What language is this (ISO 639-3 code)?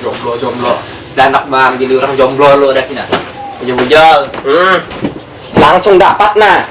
bjn